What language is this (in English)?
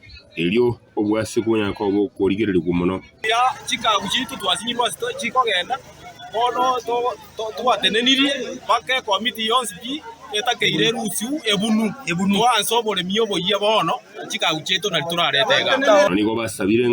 Gusii